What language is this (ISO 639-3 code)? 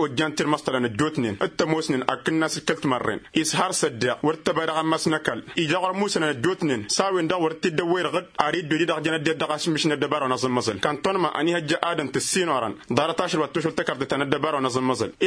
taq